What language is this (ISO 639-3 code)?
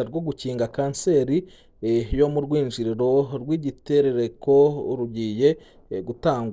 run